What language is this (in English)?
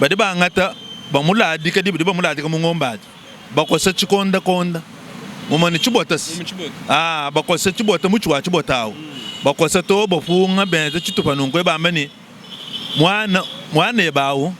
Luba-Lulua